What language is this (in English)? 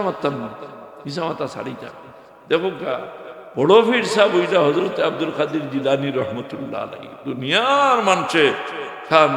Sylheti